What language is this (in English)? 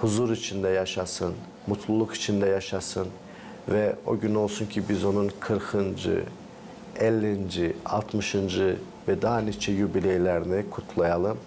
Gagauz